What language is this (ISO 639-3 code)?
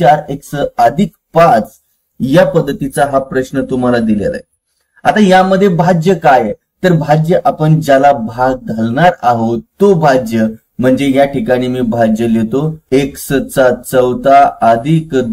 mar